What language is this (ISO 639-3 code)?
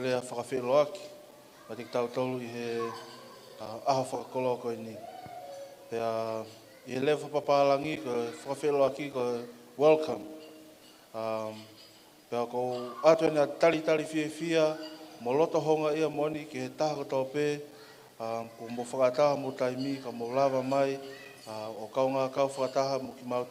ton